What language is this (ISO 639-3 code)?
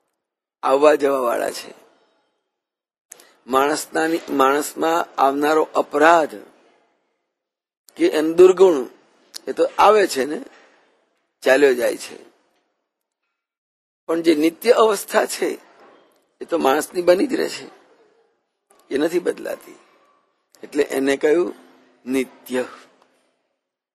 guj